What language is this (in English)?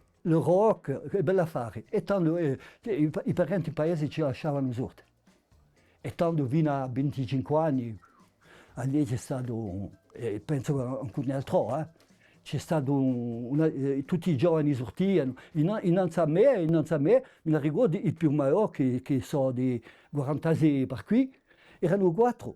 Corsican